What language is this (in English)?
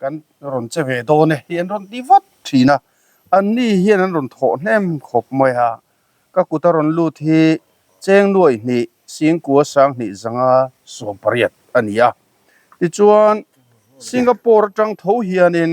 Mizo